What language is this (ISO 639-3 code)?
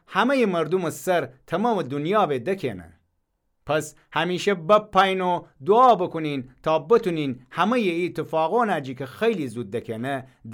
glk